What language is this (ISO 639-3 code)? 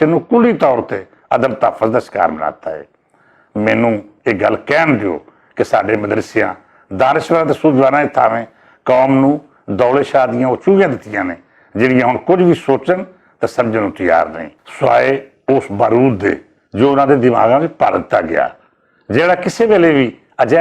lah